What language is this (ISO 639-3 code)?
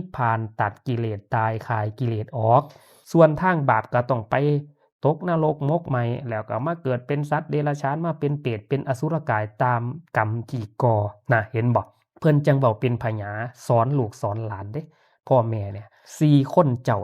tts